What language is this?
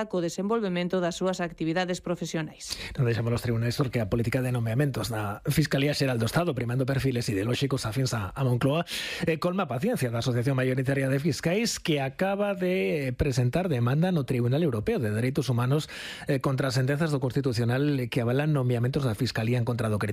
Galician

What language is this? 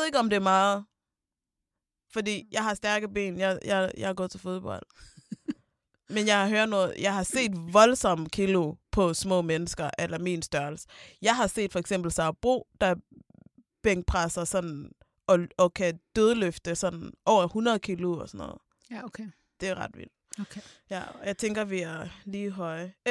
Danish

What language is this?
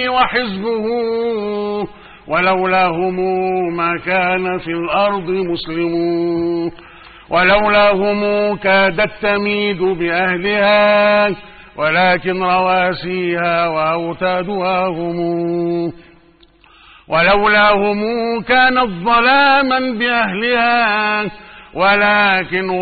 Arabic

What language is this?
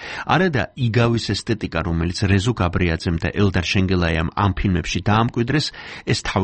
Georgian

